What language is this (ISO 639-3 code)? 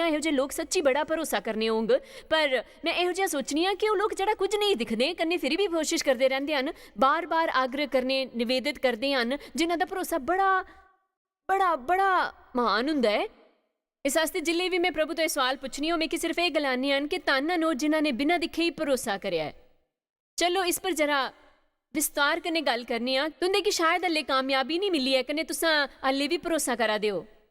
doi